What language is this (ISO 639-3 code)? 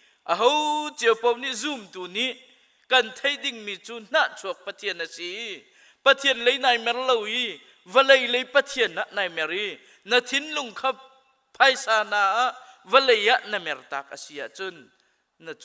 cnh